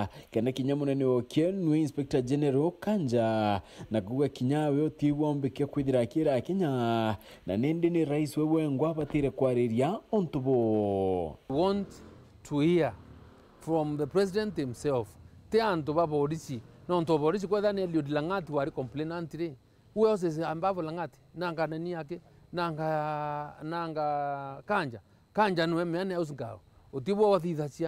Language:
Meru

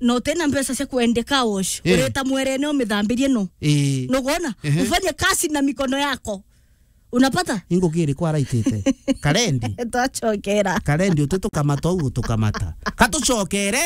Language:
Meru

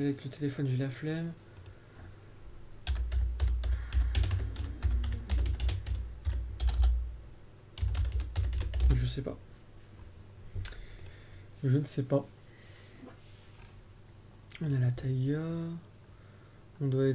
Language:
French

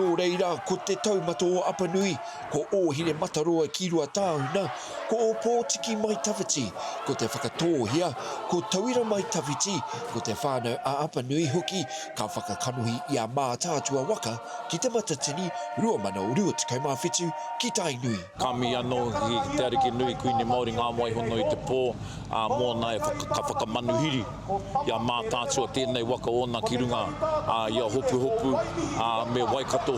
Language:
Māori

